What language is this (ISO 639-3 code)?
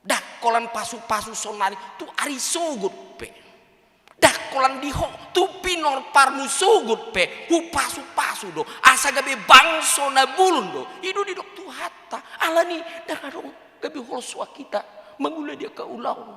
bbc